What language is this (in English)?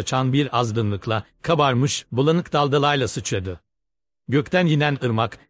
Turkish